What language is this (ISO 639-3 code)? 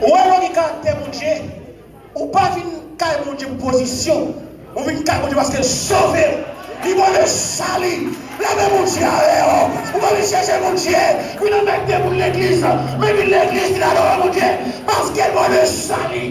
hat